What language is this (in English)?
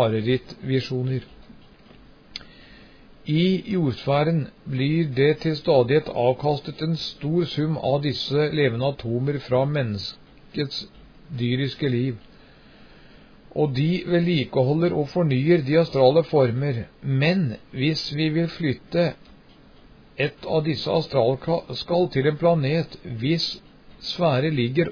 Norwegian